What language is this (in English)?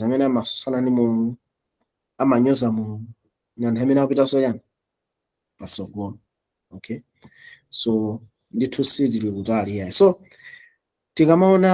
Nyanja